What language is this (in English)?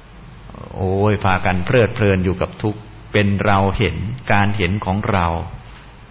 Thai